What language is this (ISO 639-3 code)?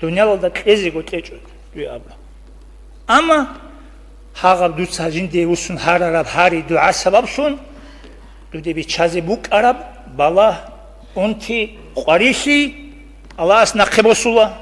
ava